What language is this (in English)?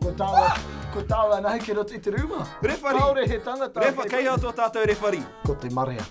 Māori